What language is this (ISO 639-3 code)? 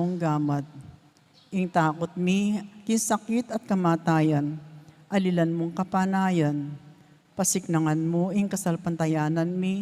pam